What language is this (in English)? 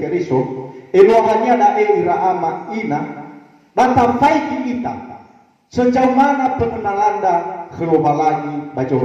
Nias